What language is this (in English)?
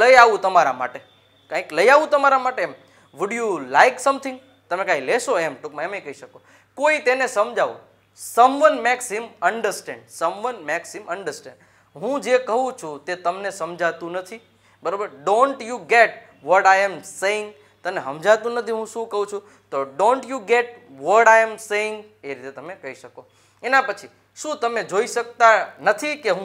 Gujarati